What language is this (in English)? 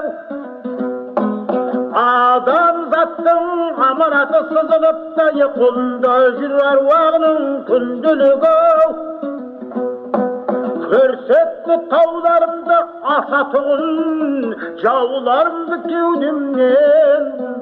Kazakh